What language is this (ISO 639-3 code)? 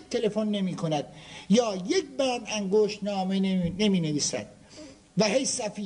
fas